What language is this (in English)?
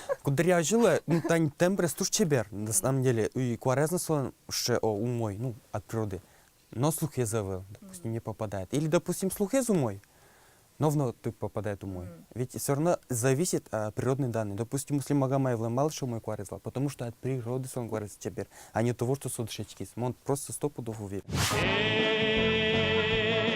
Udmurt